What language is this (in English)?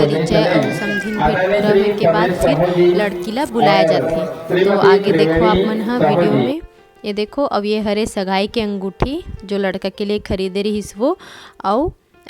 Chhattisgarhi